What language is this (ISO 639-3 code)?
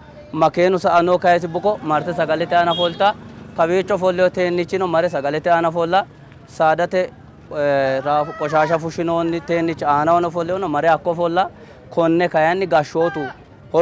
sid